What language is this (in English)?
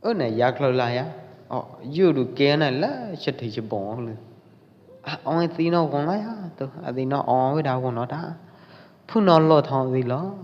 Pwo Eastern Karen